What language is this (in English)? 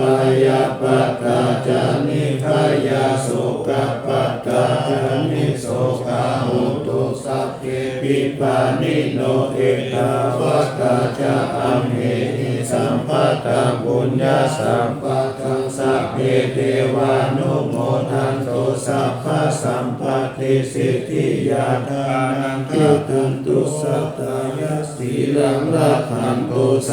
Pali